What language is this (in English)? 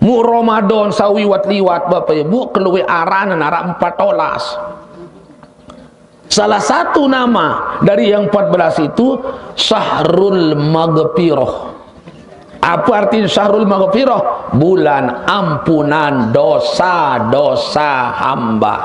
Sasak